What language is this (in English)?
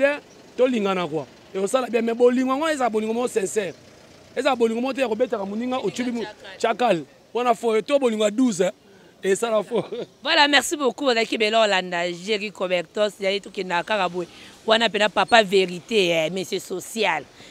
Lingala